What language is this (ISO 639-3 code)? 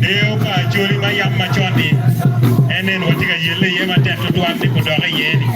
ach